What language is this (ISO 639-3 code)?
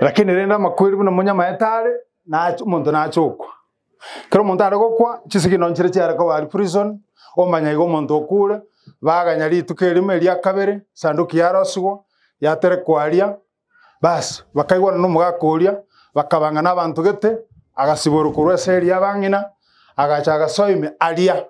guz